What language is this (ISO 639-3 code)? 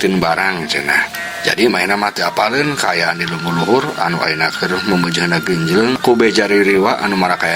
sun